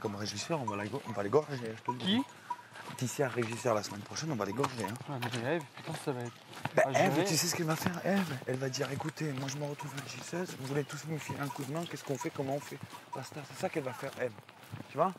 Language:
French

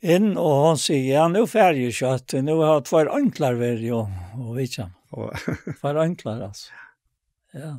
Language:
Faroese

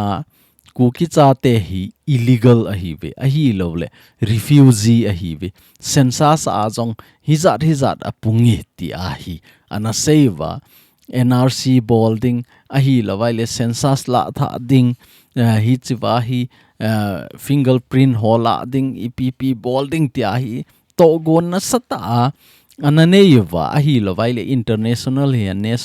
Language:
Thado Chin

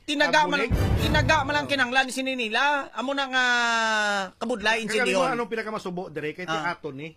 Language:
Hiligaynon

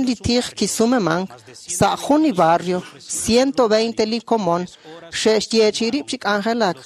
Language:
Kekchí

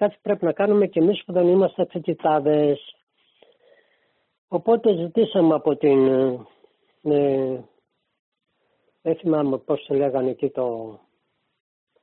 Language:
Greek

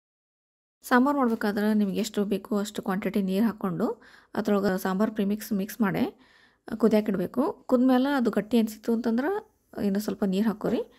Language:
Kannada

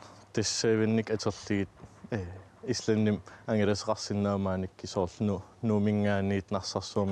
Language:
Kalaallisut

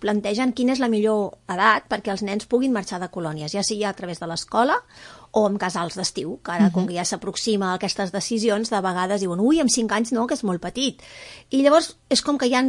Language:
Catalan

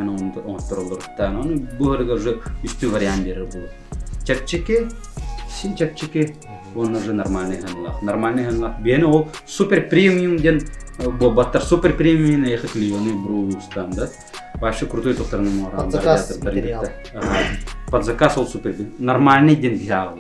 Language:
Yakut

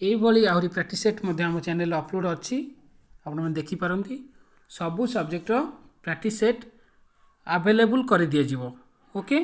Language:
Odia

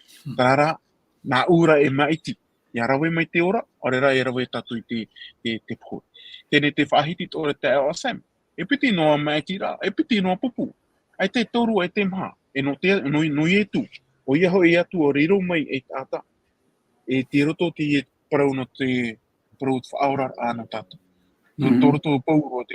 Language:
Tahitian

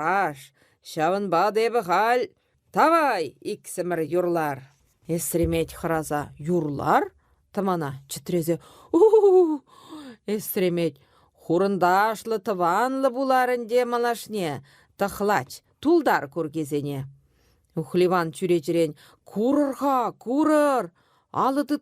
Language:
Chuvash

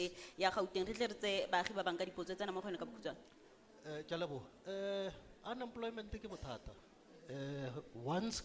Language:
Tswana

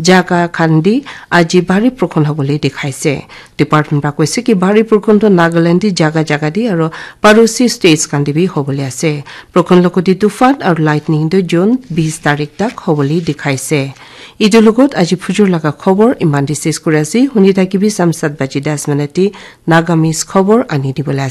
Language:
Naga Pidgin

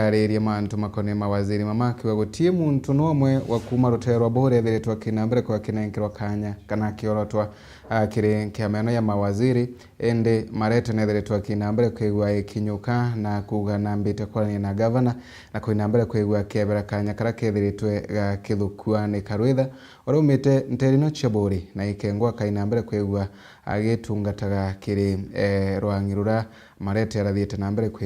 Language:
Meru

